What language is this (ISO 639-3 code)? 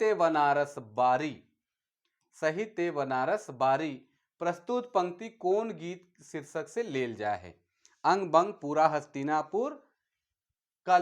sck